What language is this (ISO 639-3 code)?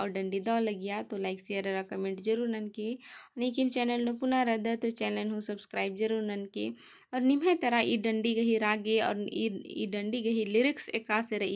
kru